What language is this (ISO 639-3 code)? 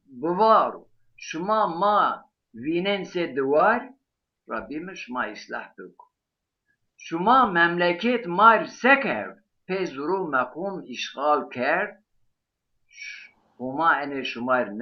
zza